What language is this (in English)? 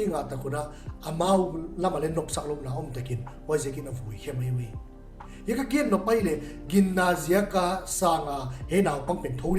Paite Chin